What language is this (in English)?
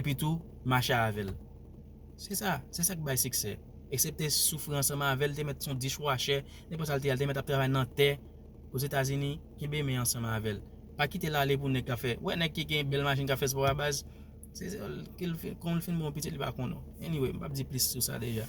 Haitian Creole